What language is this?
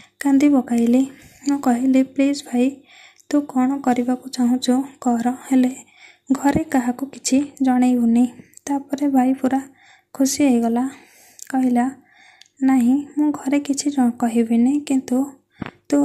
Odia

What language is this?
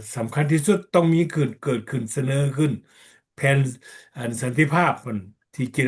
Lao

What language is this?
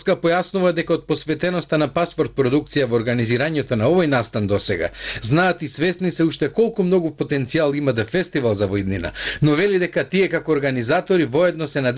Macedonian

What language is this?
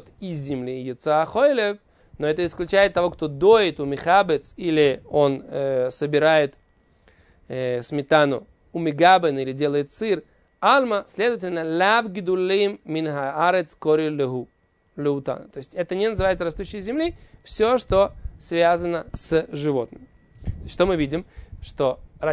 Russian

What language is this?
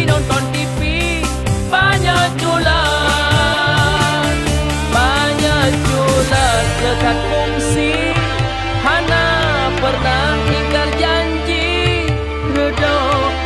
Achinese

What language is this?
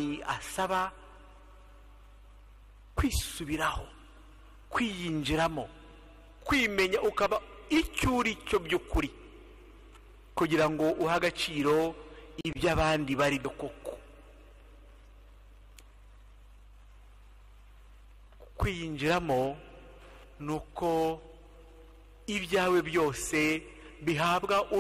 Kinyarwanda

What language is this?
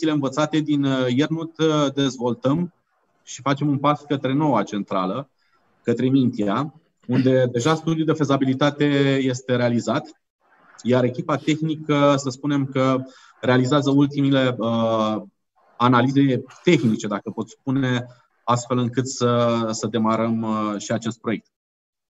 Romanian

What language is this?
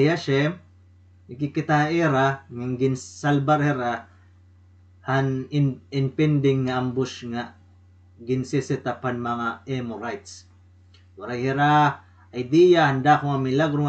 Waray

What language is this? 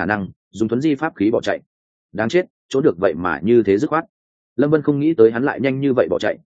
Vietnamese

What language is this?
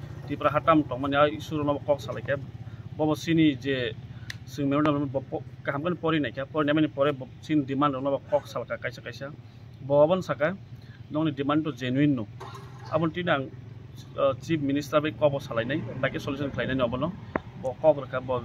Kok Borok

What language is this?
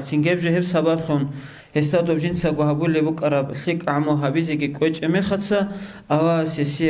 Avaric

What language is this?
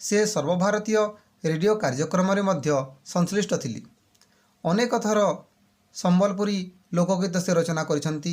Odia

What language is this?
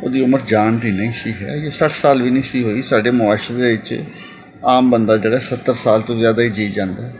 Western Panjabi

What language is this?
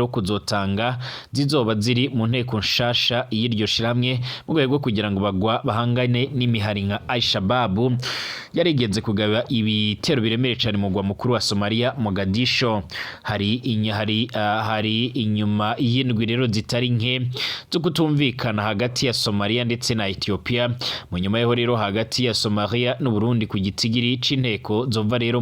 Rundi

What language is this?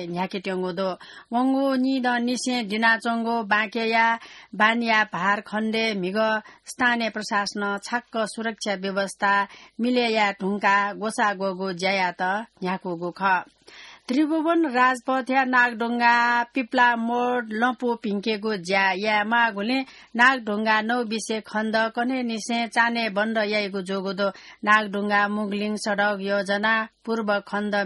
Newari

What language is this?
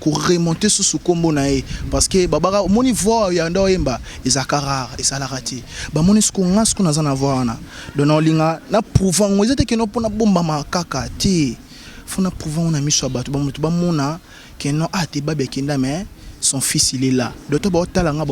Lingala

